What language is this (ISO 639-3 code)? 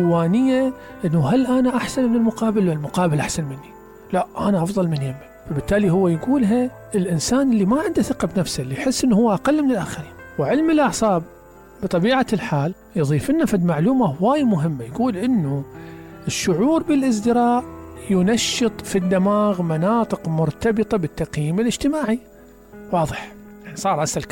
acm